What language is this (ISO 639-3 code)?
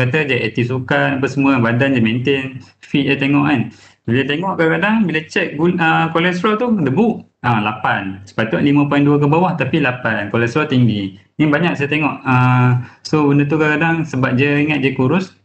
msa